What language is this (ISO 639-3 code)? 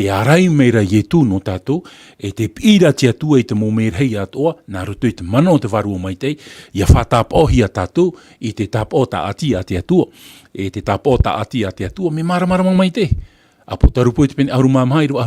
tah